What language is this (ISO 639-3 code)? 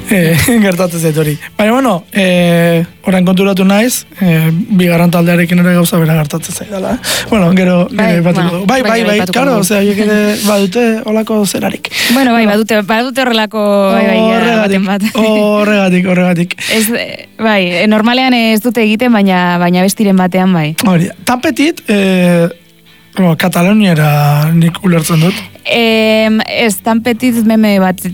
eus